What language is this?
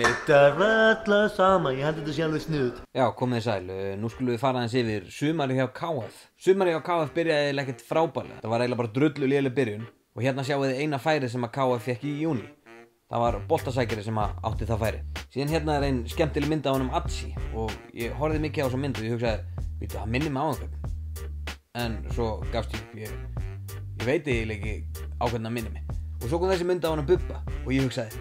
Icelandic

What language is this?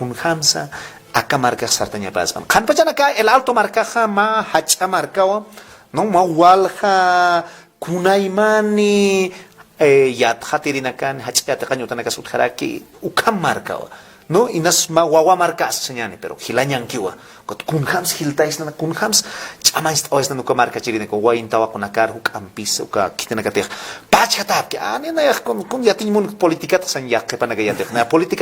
Aymara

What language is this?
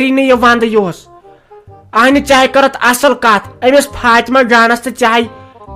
Kashmiri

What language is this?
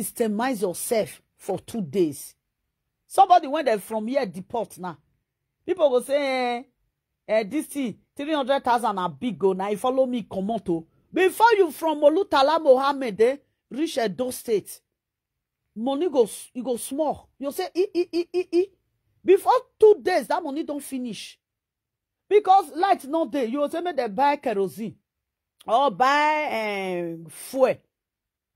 Nigerian Pidgin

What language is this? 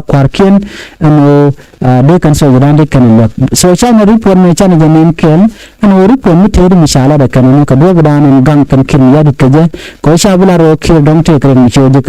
Nuer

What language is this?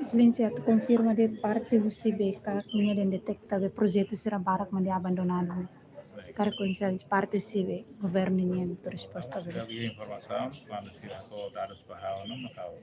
Tetum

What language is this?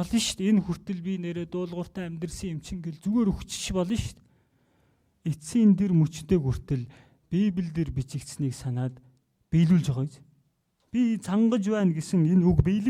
Mongolian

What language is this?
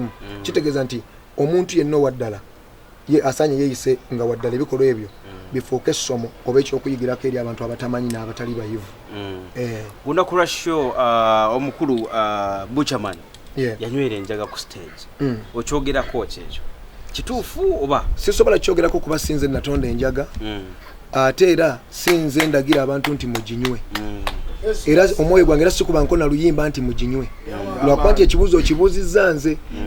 Ganda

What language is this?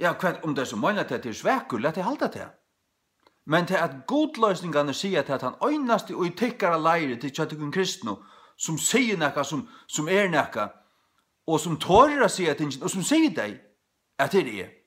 Faroese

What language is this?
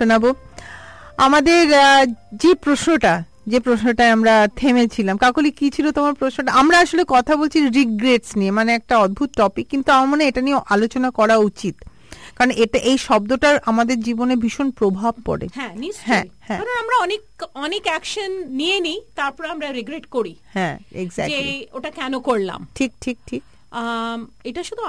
Bangla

